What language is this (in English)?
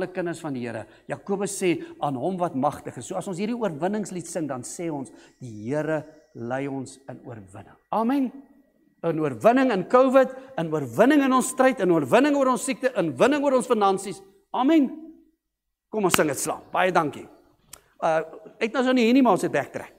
Afrikaans